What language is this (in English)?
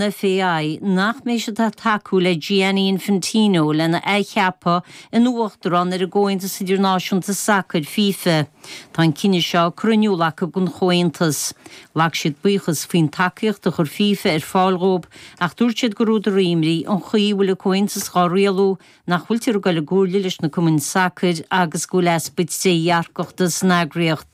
Irish